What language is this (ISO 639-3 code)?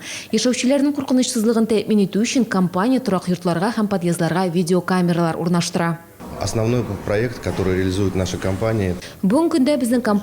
tat